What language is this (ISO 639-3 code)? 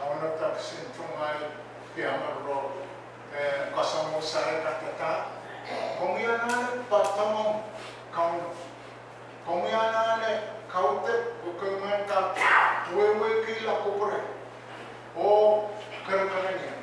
pon